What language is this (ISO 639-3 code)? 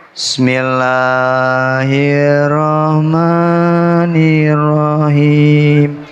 ace